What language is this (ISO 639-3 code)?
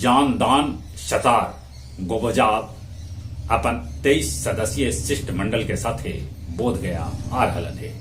mag